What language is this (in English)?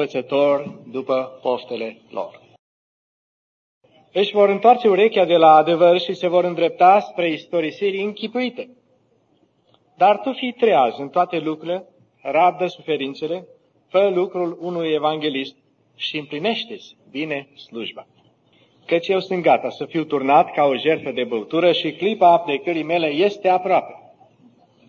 Romanian